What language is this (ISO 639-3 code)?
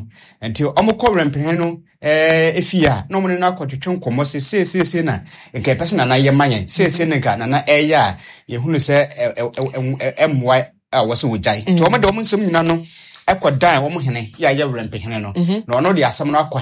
aka